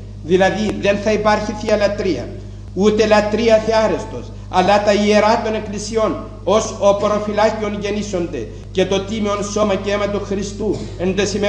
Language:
Greek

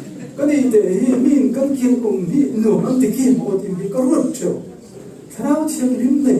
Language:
Falam Chin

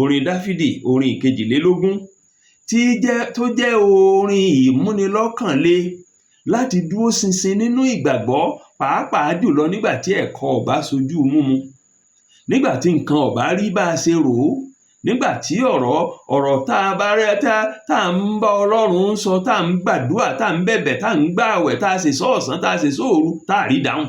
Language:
Yoruba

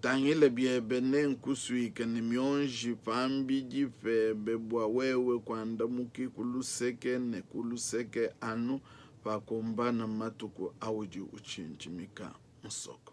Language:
Luba-Lulua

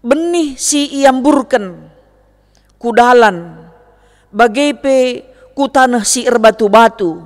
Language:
Batak Karo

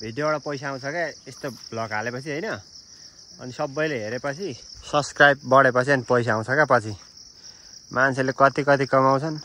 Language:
Nepali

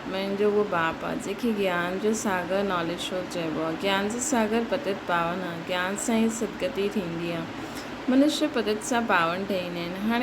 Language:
Sindhi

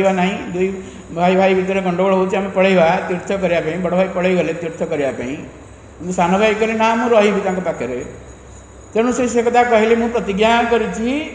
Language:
Odia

